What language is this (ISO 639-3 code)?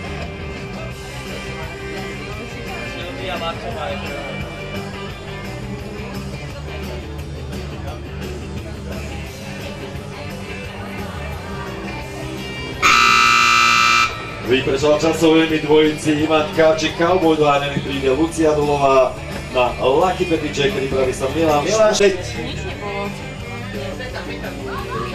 slk